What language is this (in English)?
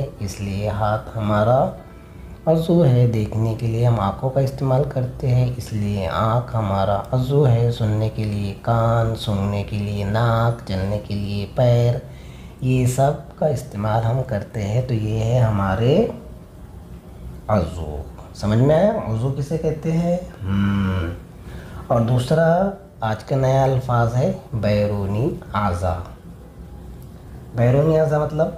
Hindi